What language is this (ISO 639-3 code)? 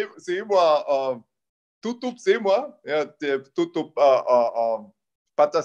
ind